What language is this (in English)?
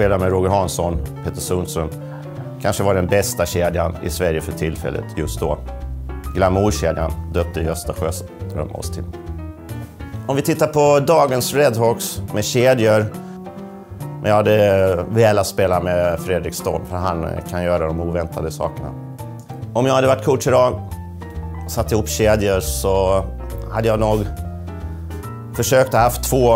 Swedish